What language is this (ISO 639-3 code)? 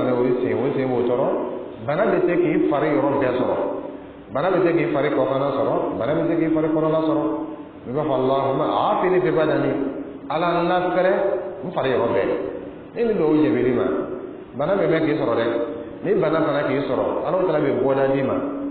dyu